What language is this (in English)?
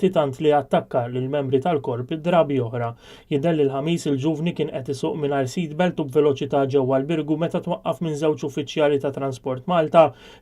Maltese